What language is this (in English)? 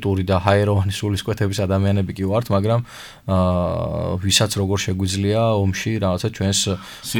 Georgian